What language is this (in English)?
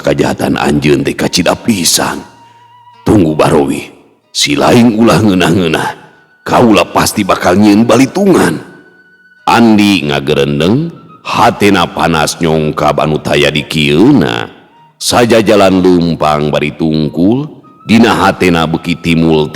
Sundanese